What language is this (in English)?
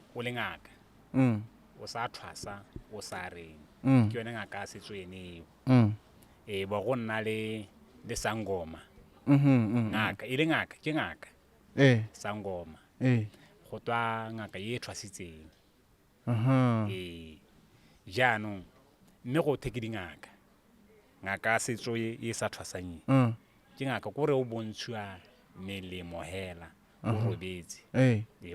Tswana